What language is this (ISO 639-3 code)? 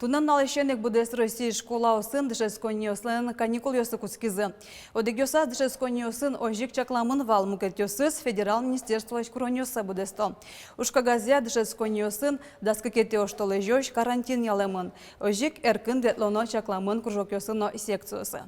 udm